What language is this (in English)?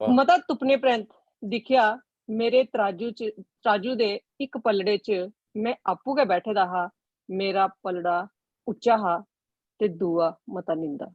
Dogri